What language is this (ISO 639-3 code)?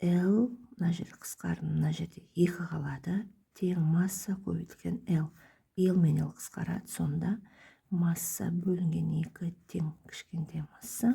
kaz